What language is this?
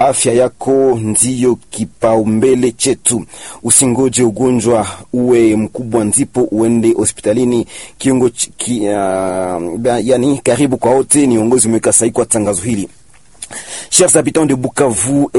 Swahili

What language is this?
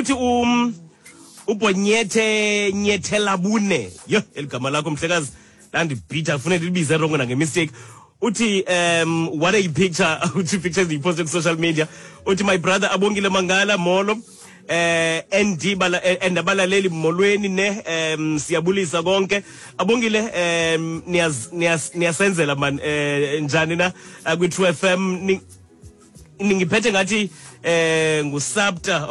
Xhosa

